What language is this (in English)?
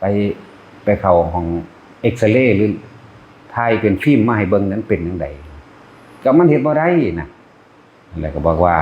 Lao